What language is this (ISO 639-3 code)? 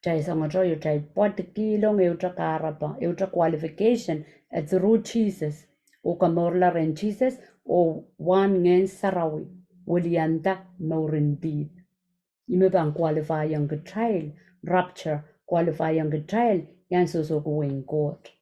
pon